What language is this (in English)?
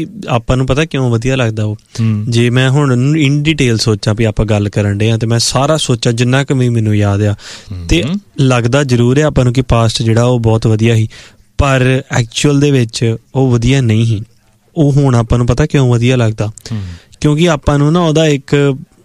Punjabi